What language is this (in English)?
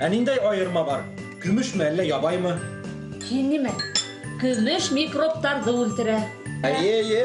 Bashkir